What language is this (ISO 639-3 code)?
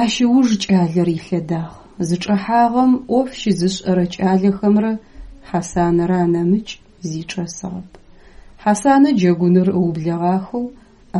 ady